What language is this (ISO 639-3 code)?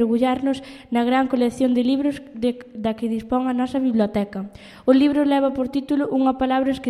glg